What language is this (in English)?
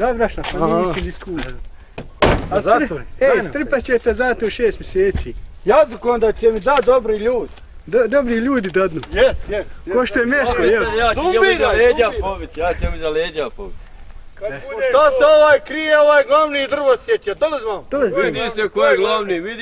Bosnian